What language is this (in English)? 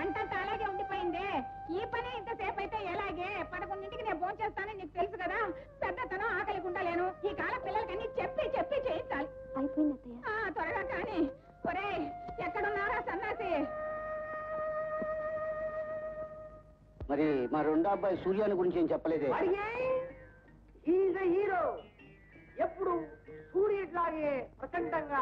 Telugu